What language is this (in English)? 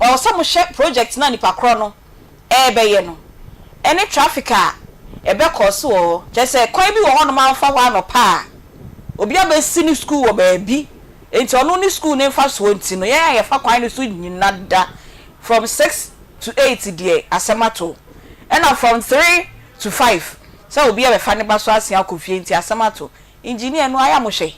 Akan